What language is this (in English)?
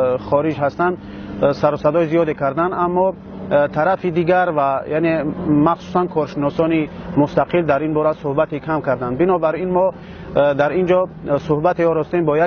Tajik